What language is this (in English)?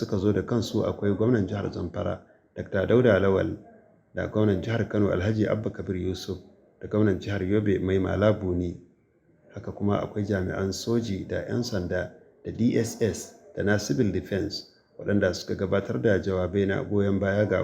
Hausa